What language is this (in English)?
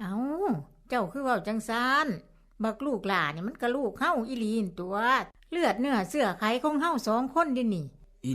Lao